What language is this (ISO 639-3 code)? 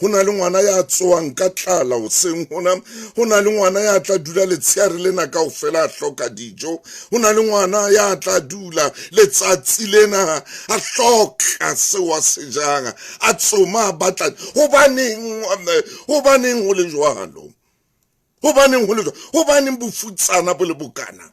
sot